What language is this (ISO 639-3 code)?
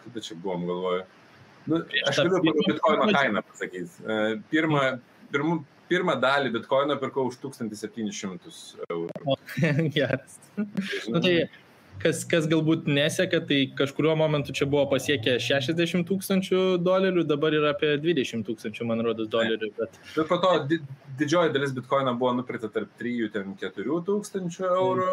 lit